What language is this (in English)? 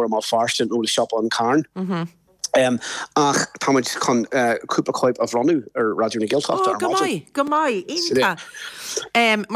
Irish